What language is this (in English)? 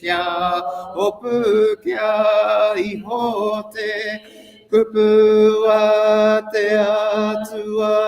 Māori